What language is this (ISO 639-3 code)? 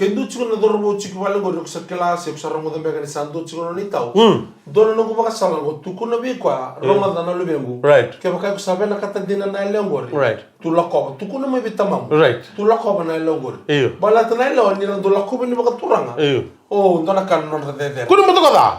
fij